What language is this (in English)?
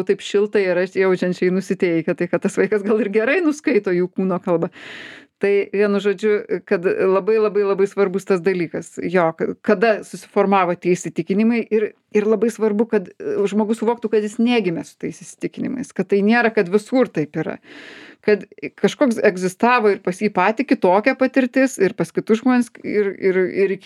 Lithuanian